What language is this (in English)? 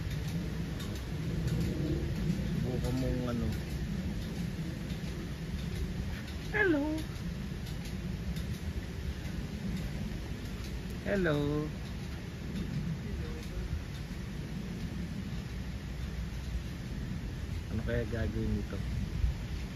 Filipino